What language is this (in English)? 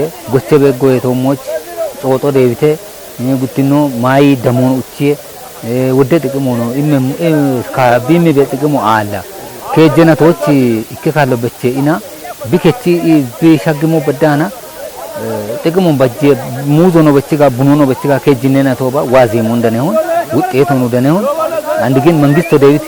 Kafa